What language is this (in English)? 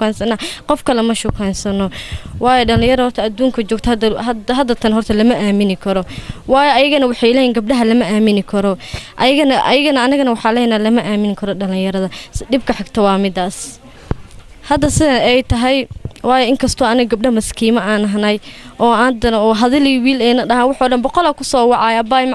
Somali